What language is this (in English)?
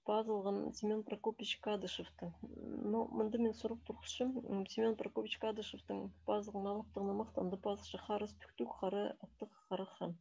Khakas